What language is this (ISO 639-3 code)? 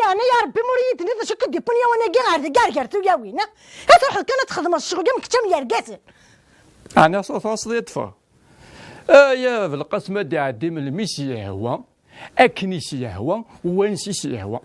kab